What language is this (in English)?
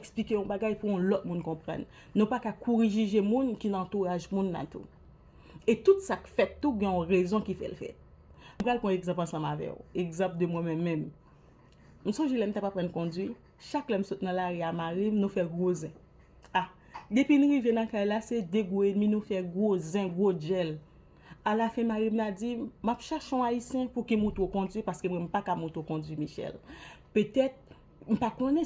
Haitian Creole